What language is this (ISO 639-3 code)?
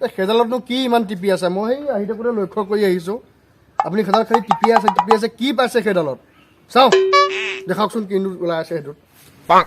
asm